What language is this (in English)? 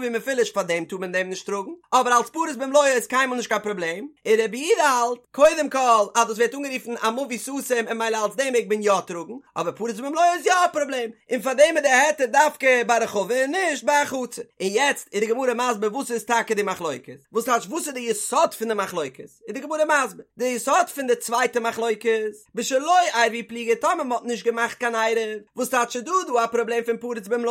Yiddish